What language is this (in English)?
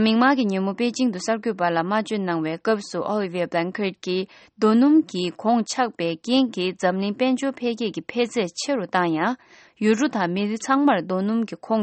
Tibetan